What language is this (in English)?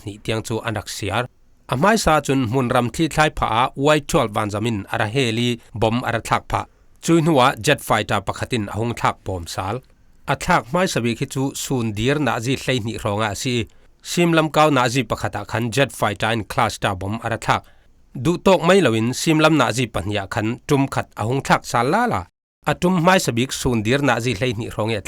Falam Chin